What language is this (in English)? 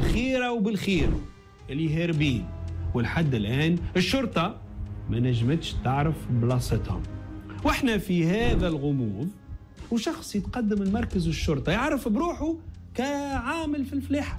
Tunisian Arabic